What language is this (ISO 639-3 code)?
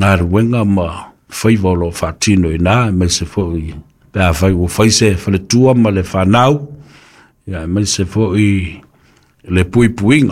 smo